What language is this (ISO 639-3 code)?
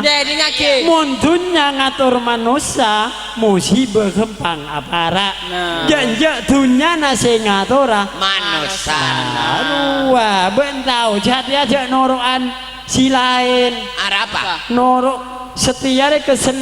mad